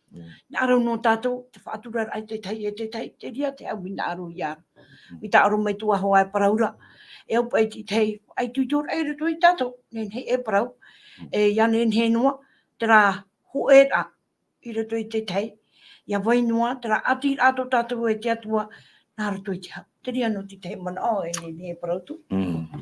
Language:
Tahitian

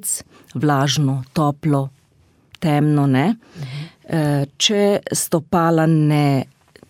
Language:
Slovenian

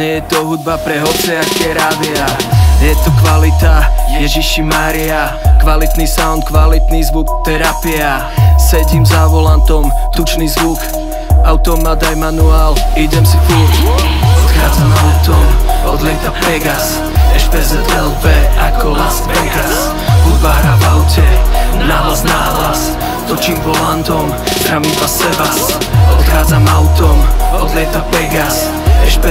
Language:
Slovak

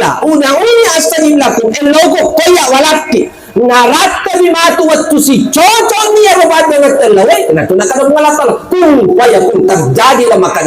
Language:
Buginese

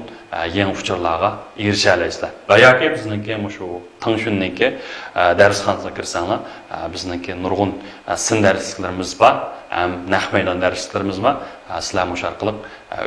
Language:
Uyghur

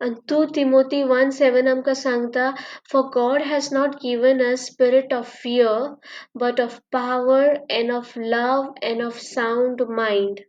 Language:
Konkani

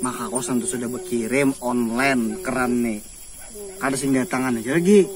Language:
Banjar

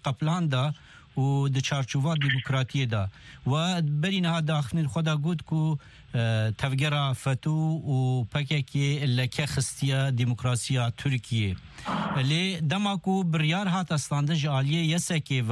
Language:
Kurdish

